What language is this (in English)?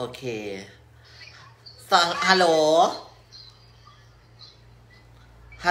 Thai